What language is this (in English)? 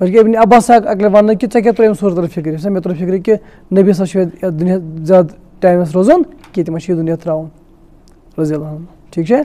Kashmiri